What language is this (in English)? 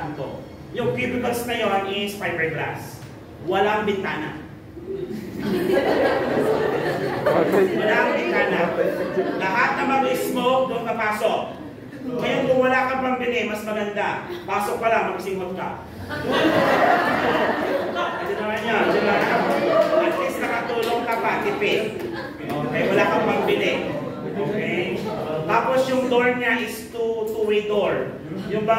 Filipino